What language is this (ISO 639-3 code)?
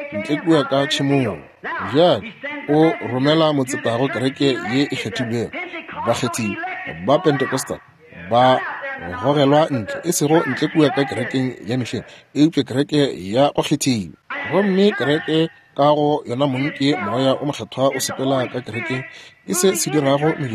nso